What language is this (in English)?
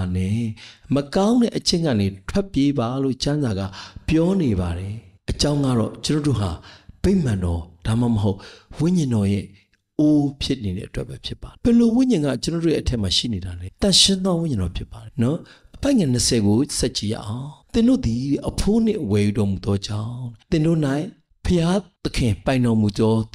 Burmese